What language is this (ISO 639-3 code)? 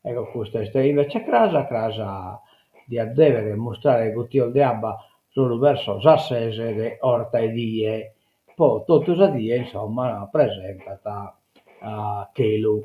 srd